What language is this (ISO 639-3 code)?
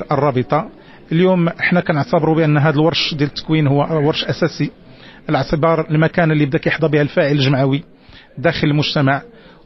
ary